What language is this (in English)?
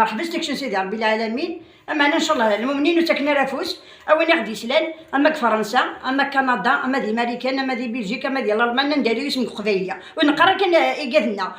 Kabyle